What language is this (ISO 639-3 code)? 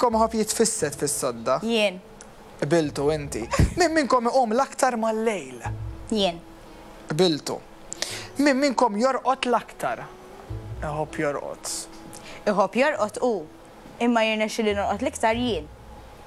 mlt